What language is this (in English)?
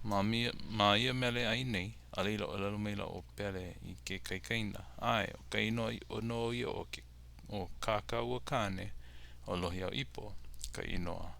Hawaiian